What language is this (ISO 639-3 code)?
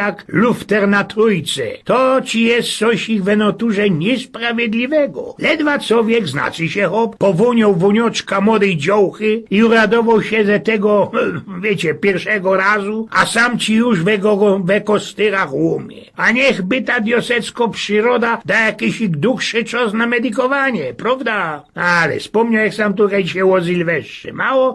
szl